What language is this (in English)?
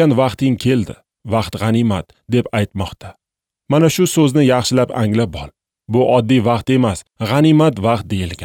Uzbek